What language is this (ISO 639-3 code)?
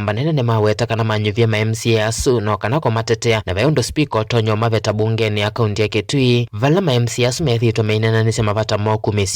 kam